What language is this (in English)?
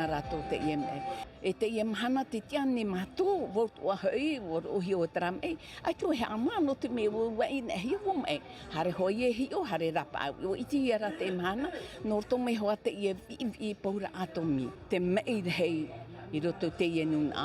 Tahitian